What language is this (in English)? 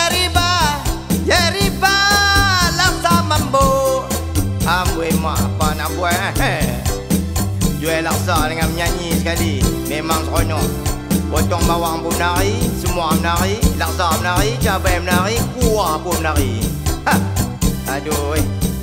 Malay